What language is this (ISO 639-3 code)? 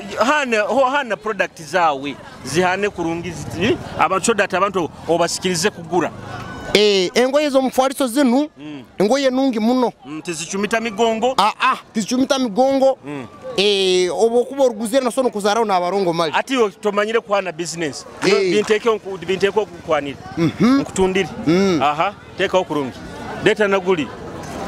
nyo